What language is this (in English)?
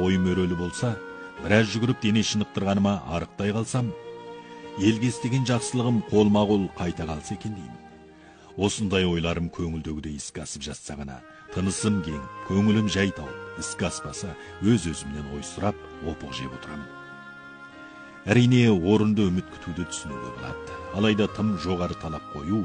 Kazakh